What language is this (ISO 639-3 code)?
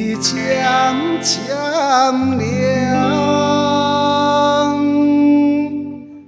nan